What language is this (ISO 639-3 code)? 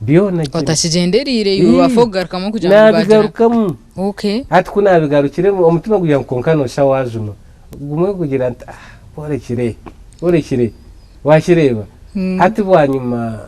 nyn